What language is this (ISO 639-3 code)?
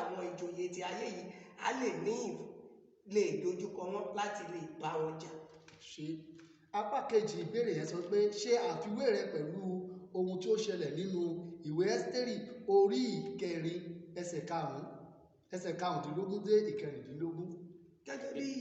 yor